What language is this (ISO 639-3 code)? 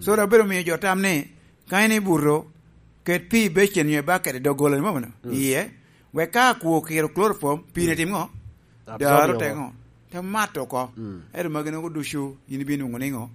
laj